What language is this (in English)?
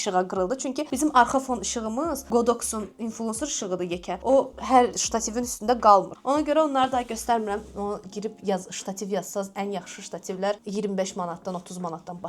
Azerbaijani